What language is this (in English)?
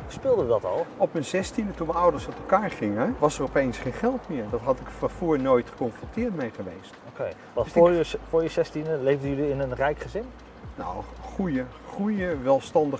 Dutch